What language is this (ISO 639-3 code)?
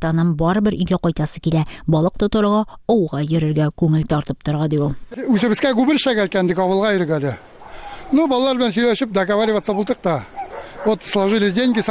tat